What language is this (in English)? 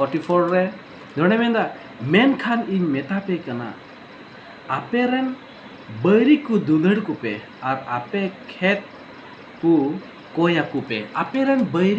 Santali